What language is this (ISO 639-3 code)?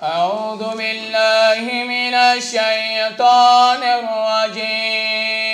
dag